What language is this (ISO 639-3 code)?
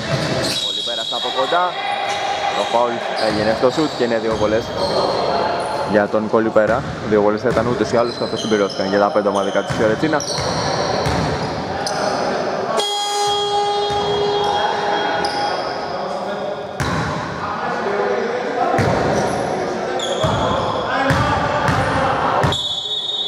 ell